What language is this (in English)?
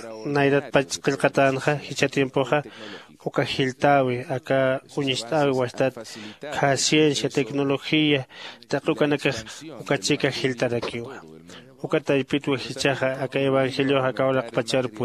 Aymara